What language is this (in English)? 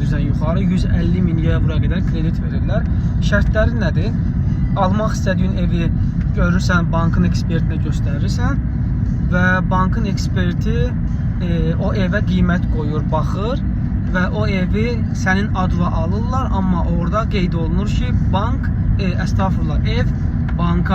Azerbaijani